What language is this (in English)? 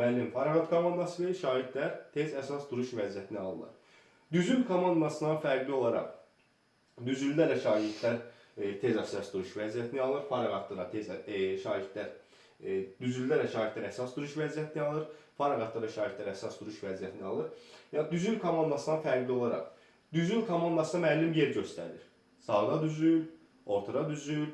Azerbaijani